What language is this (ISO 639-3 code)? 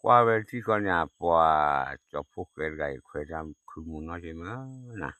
ksw